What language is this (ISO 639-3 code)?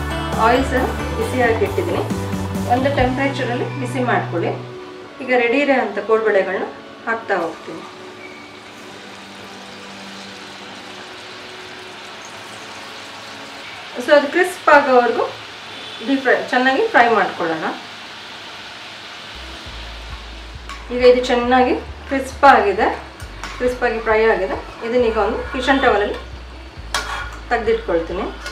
kan